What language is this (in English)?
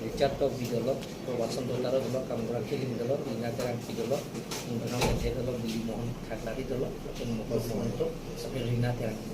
Karbi